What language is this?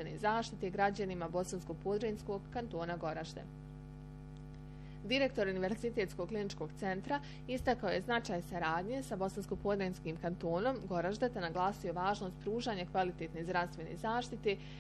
Bosnian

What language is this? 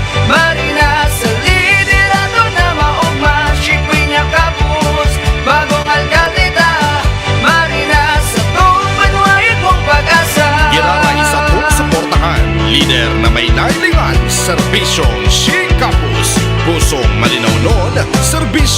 Bikol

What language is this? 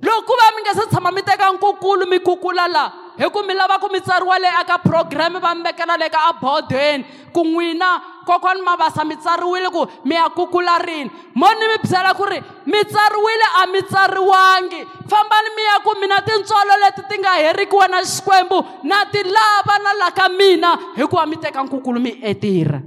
Tsonga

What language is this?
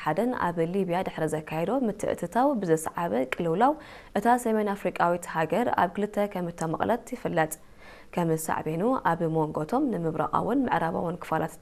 Tigrinya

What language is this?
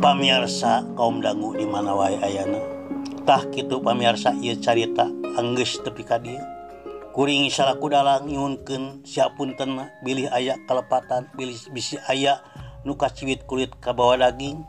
Sundanese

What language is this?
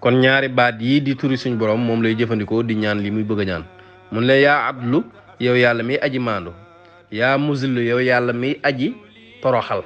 Wolof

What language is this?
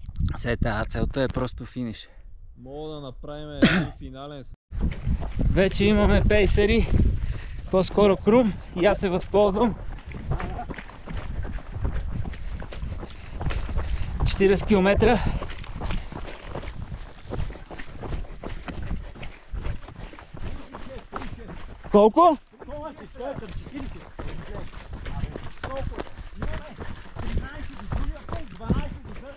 Bulgarian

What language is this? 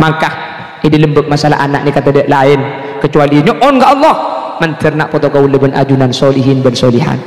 Madurese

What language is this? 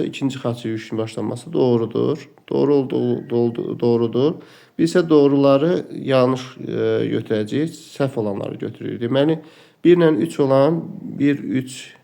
Azerbaijani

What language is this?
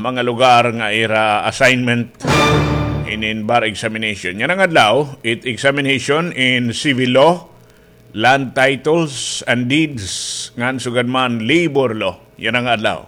Waray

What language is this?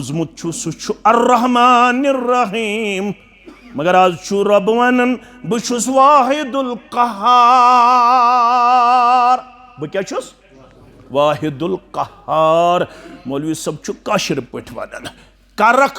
Kashmiri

